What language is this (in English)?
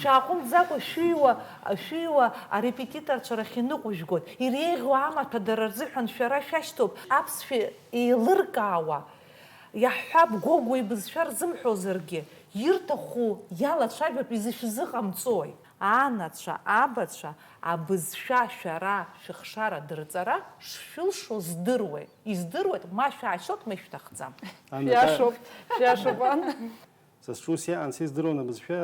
Abkhazian